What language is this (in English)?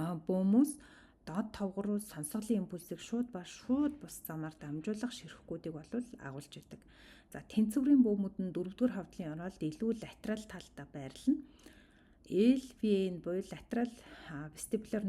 Mongolian